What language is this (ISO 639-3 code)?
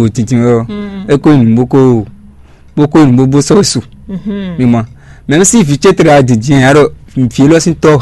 fon